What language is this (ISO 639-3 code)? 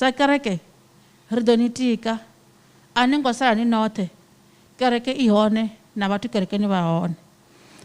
ven